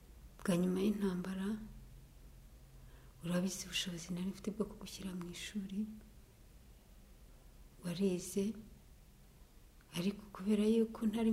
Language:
Kinyarwanda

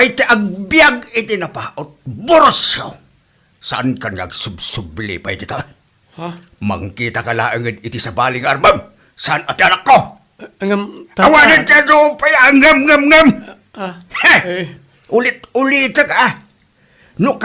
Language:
Iloko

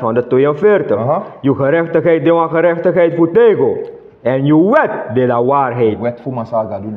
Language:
Sranan Tongo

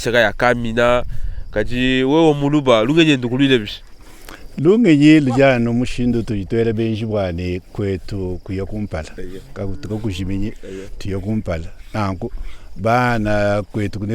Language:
Luba-Lulua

